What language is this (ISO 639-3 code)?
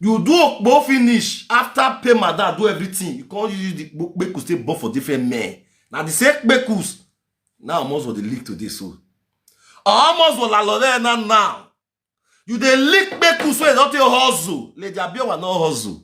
pcm